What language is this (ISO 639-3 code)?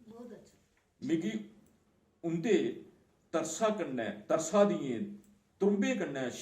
doi